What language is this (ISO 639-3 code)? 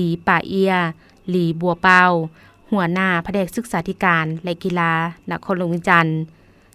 lao